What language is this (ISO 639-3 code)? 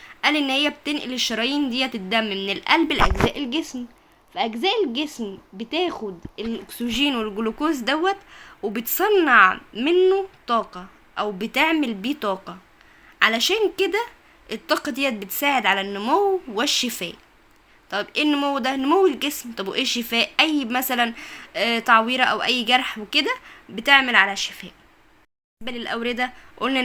arz